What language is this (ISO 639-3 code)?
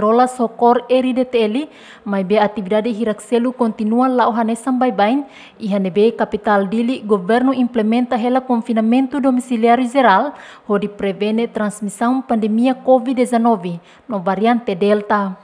tet